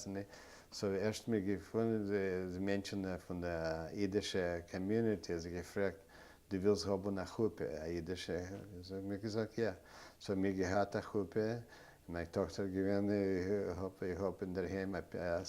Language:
Yiddish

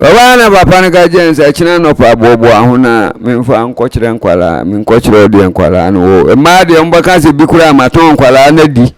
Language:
Akan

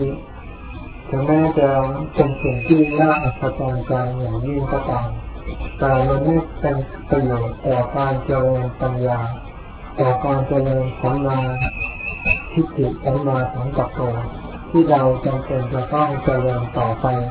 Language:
Thai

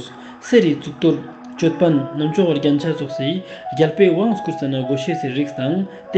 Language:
Ladakhi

